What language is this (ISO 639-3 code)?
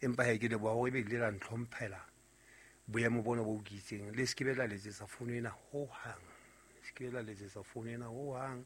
sot